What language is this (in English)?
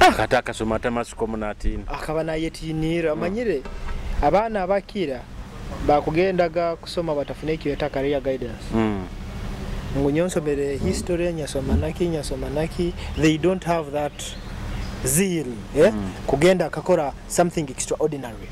Nyoro